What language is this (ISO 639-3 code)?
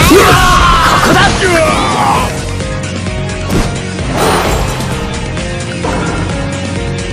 jpn